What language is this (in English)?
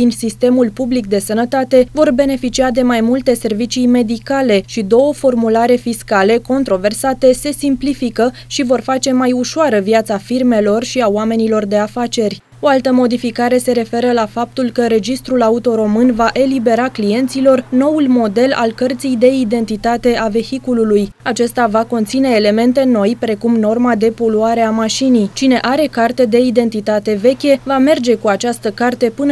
Romanian